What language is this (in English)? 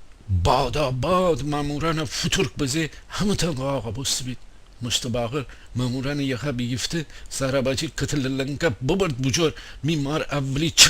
Gilaki